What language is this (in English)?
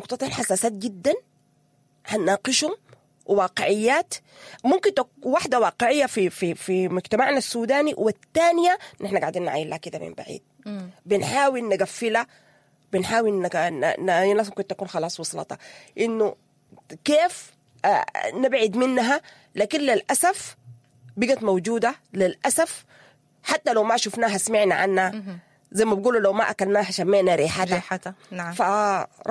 Sudanese Arabic